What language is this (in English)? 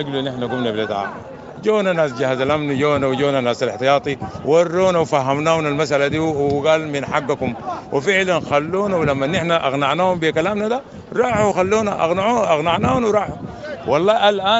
Sudanese Arabic